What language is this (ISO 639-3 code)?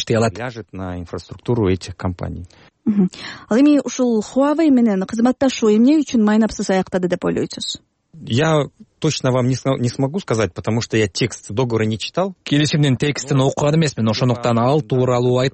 kir